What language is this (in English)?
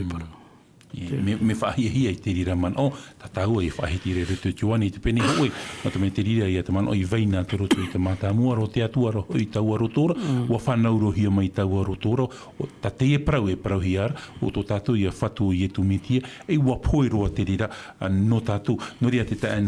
Tahitian